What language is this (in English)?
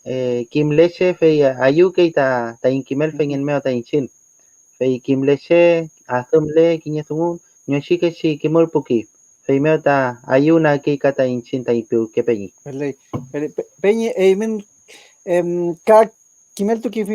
Mapuche